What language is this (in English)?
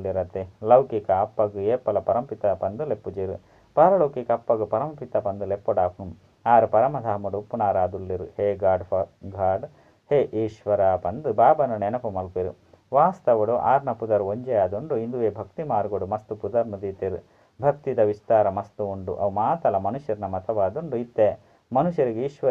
Tulu